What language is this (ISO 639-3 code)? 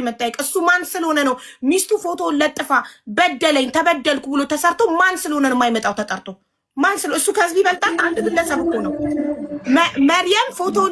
amh